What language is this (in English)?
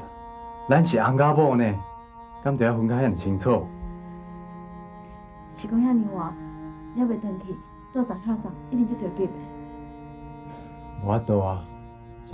Min Nan Chinese